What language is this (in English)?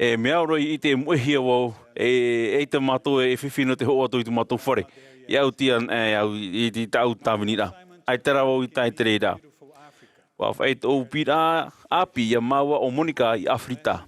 Tahitian